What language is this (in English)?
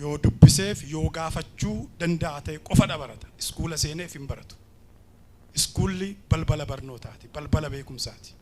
Oromo